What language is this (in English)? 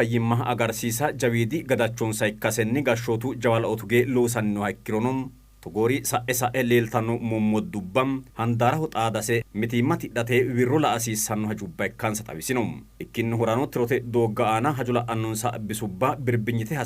Sidamo